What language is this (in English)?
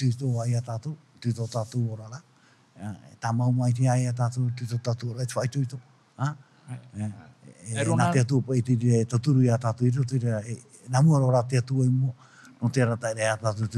Tahitian